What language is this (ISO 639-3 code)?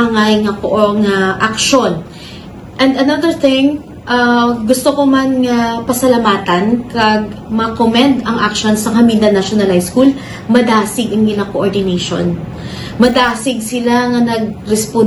hil